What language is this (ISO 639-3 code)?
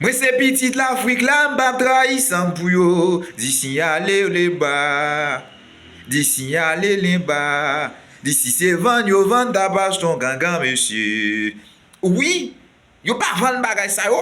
hat